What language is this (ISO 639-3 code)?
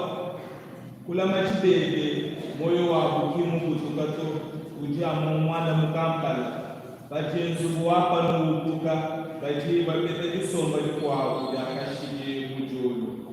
lua